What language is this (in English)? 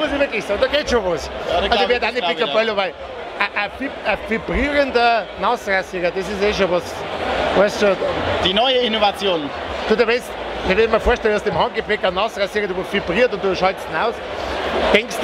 Bavarian